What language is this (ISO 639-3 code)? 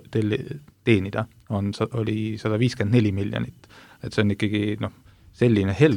est